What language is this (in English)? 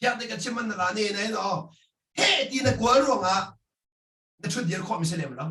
Hakha Chin